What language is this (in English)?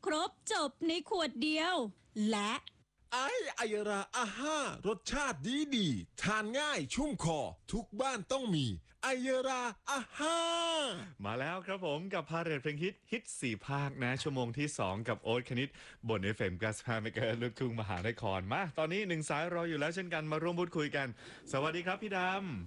Thai